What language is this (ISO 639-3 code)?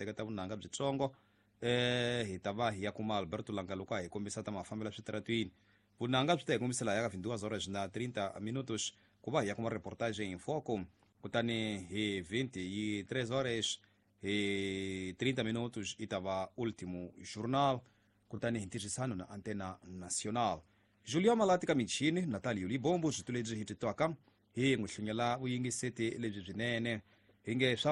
tso